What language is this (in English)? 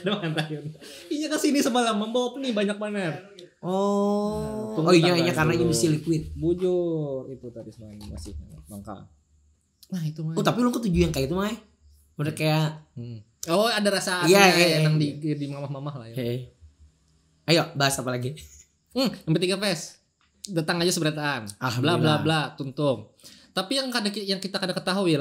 Banjar